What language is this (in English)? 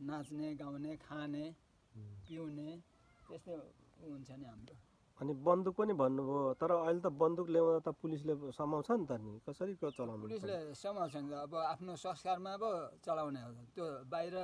Nepali